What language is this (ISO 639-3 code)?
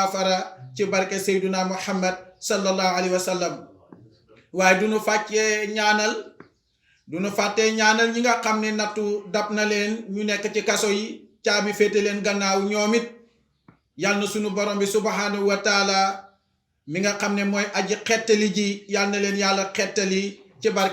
wol